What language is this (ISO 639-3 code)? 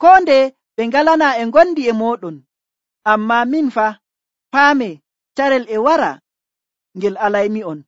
fuv